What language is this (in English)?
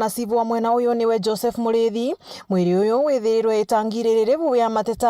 Meru